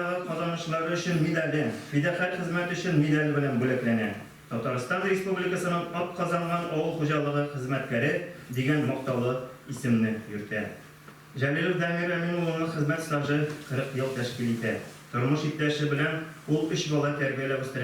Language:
Tatar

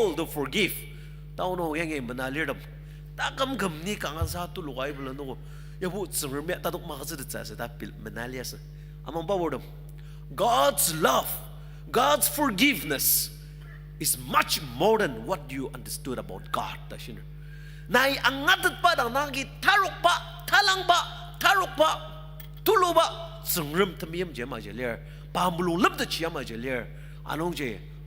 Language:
Ao Naga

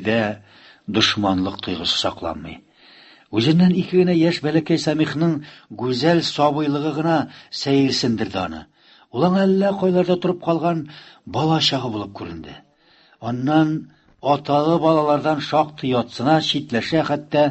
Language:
Tatar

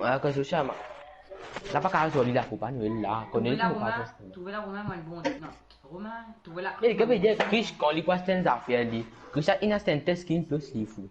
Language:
Morisyen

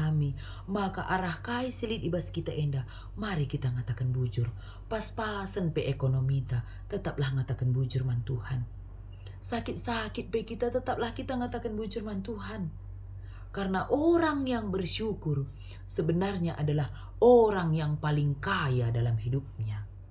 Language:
Batak Karo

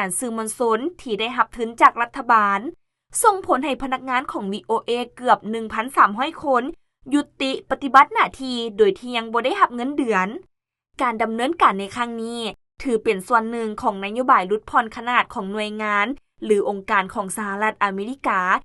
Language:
Lao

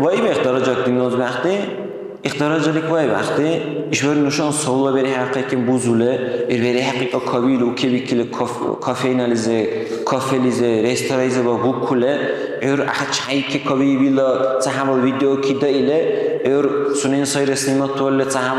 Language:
Dargwa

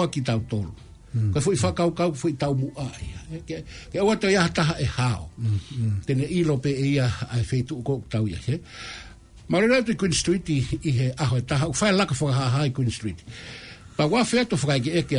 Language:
Tongan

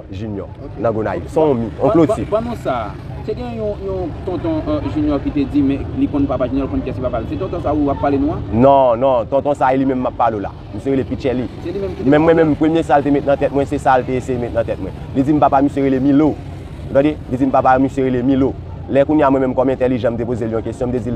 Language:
Haitian Creole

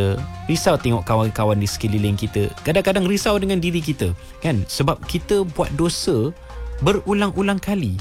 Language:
Malay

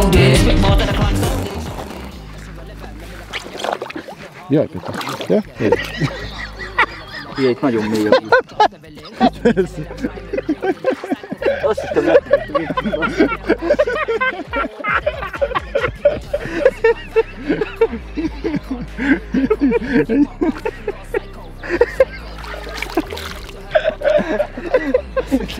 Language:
Hungarian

